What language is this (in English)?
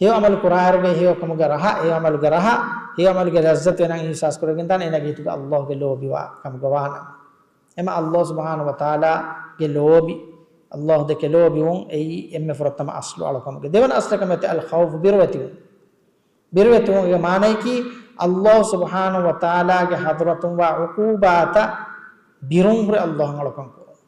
Divehi